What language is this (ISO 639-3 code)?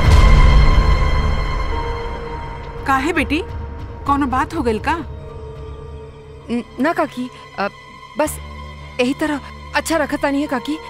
bho